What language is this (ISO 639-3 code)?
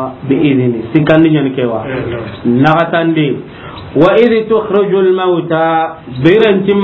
snk